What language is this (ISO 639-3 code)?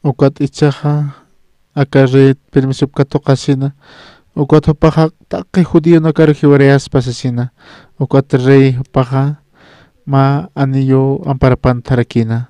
aym